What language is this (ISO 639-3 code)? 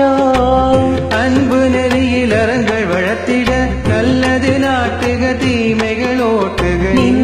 tam